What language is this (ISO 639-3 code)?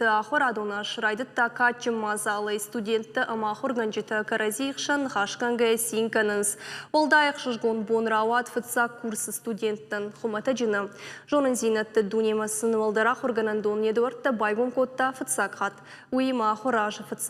oss